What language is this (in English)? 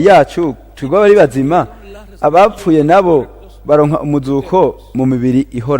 Rundi